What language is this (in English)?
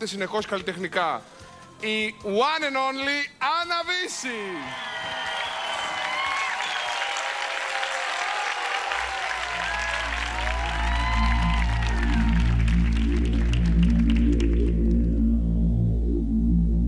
Greek